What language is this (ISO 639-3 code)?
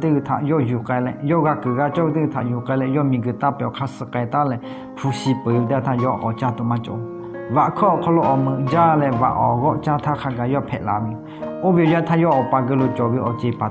lhu